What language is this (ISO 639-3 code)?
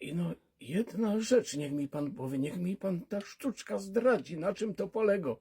szl